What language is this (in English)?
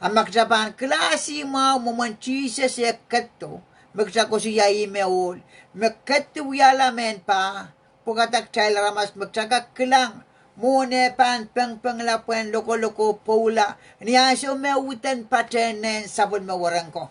Pohnpeian